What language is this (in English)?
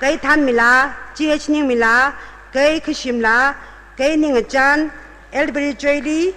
Tangkhul Naga (India)